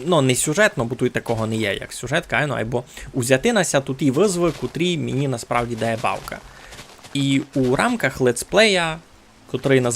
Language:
Rusyn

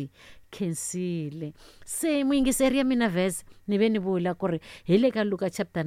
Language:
Tsonga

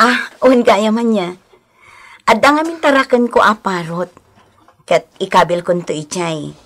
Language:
Iloko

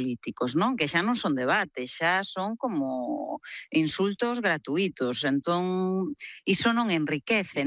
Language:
Galician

